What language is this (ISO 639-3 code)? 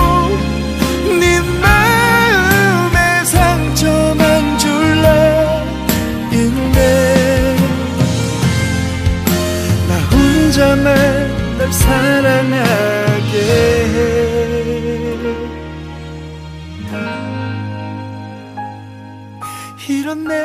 kor